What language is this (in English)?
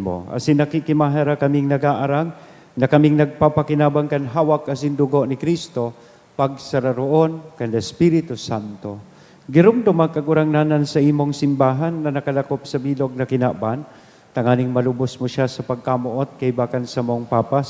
Bikol